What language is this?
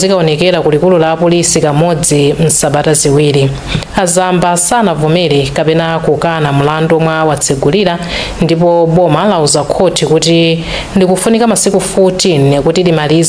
Nyanja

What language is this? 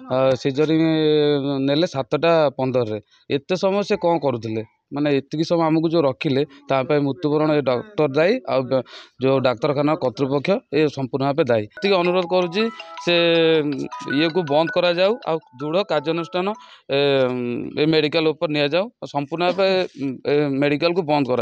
Odia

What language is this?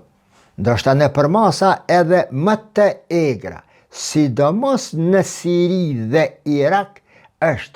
Albanian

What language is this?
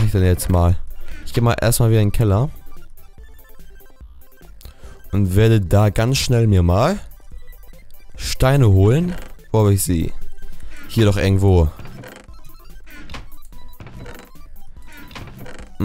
German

